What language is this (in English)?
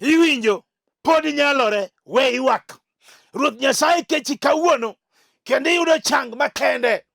Luo (Kenya and Tanzania)